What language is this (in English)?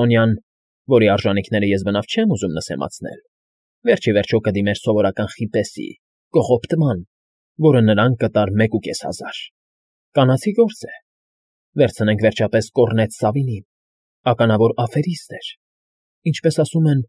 Armenian